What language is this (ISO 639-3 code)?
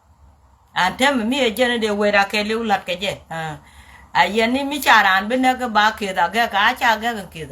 nus